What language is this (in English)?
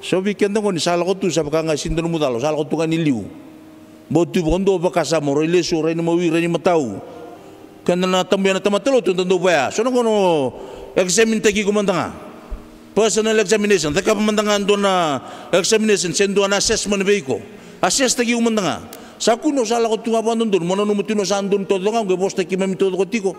Fijian